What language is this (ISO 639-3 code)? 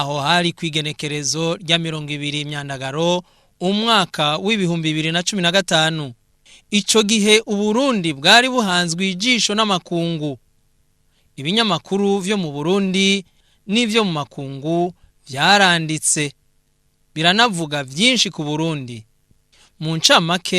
run